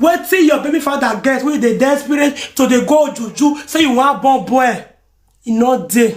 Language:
Nigerian Pidgin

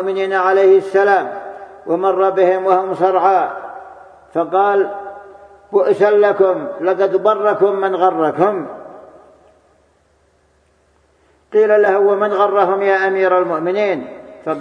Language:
Arabic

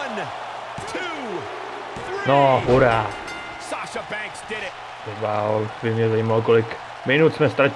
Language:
Czech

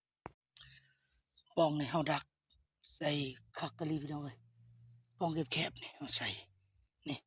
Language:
Lao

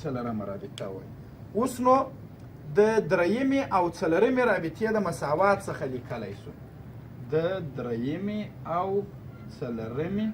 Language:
Pashto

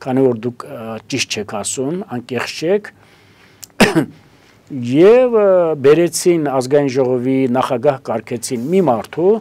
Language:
Armenian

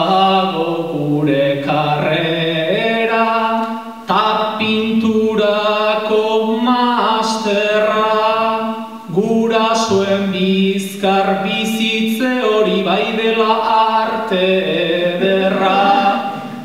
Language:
Basque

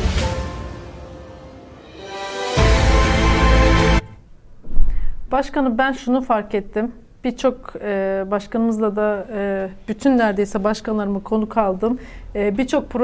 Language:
Turkish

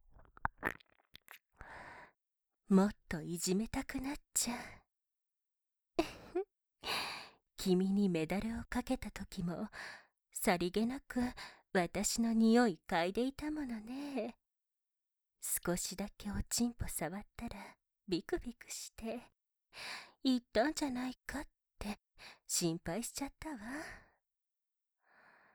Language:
Japanese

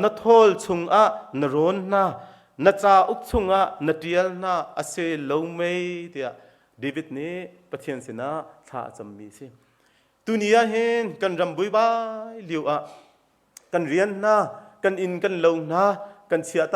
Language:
Hakha Chin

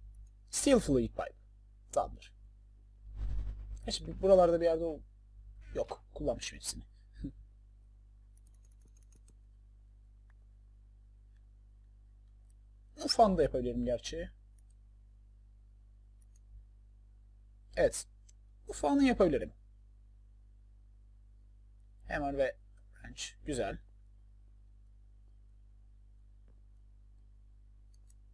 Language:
Turkish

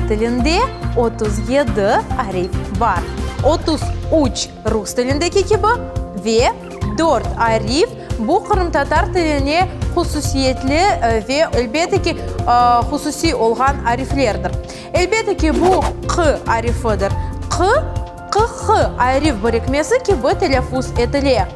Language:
Crimean Tatar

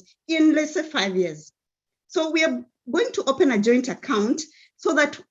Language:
Kalenjin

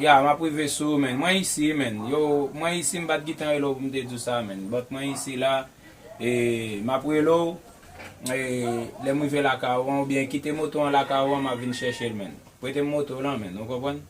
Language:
Haitian Creole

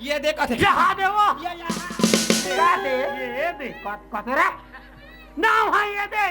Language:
Chhattisgarhi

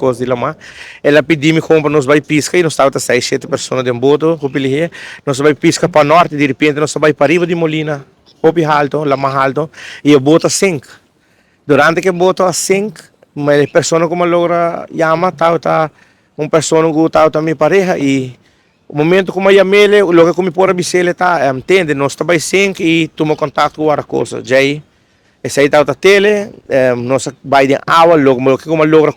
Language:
Papiamento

